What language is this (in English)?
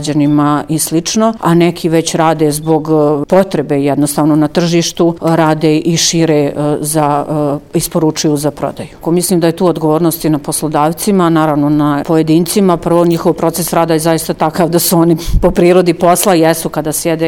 Serbian